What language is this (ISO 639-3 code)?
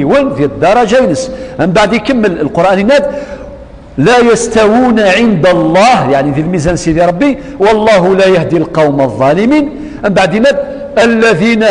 kab